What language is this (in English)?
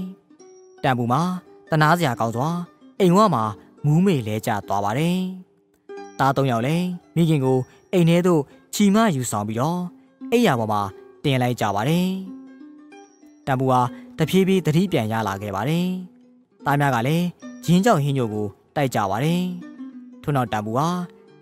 Burmese